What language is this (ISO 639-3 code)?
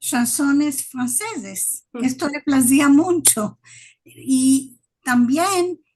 lad